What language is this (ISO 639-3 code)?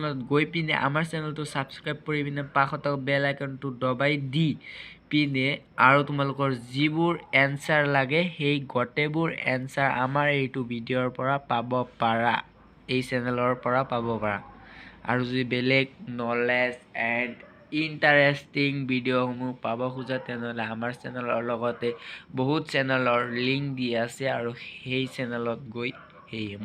asm